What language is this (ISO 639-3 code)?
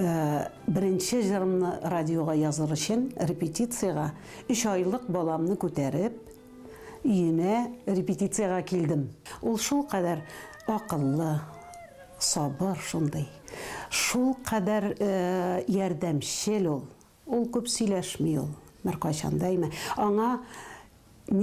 tat